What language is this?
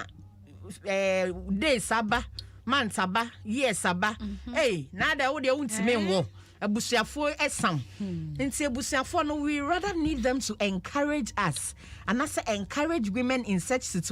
Akan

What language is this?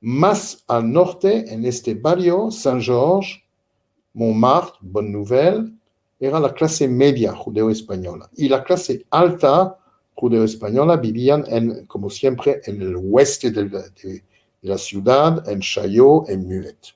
Ladino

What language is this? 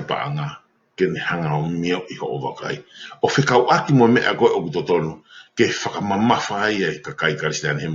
Tongan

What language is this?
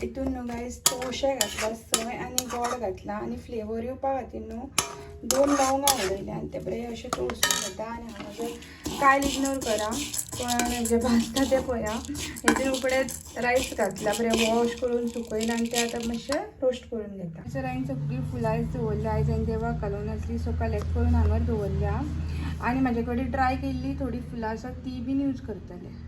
Konkani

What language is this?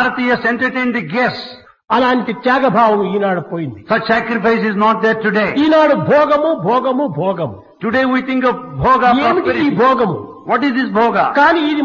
Telugu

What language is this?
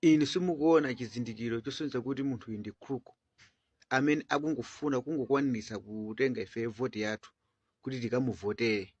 Nyanja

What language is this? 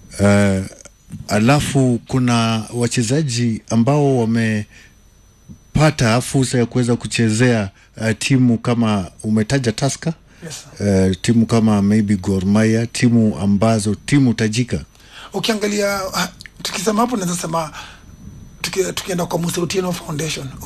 Swahili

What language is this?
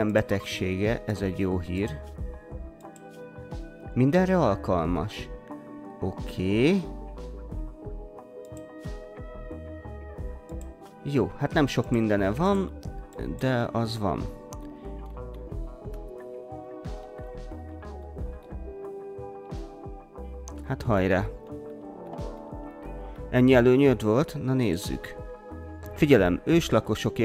Hungarian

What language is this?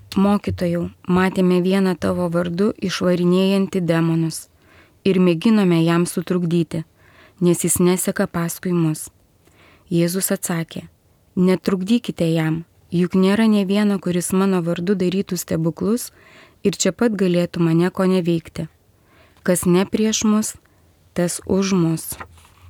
Lithuanian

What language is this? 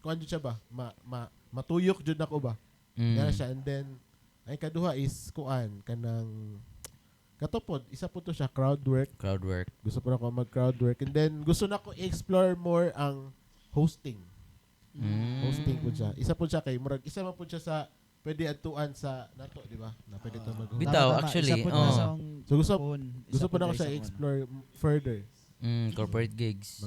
Cebuano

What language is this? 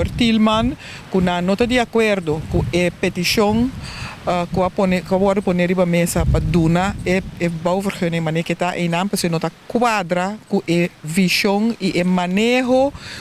Papiamento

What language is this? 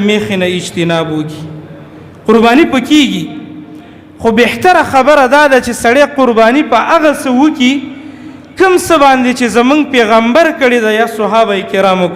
Pashto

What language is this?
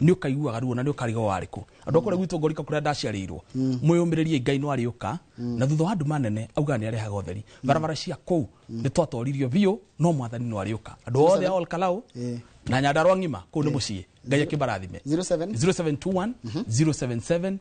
Kikuyu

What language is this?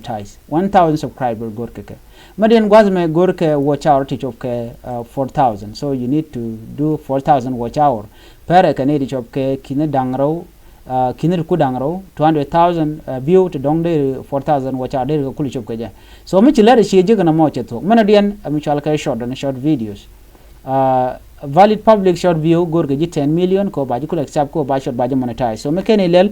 Nuer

